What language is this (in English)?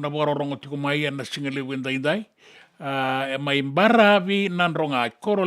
Fijian